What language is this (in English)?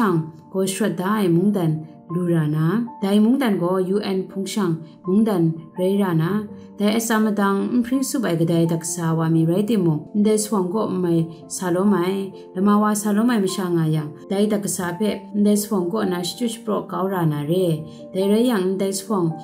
Kachin